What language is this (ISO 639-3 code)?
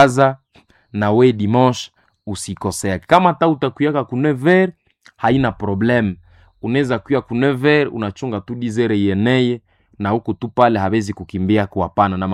swa